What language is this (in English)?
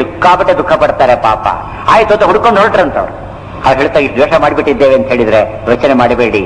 Kannada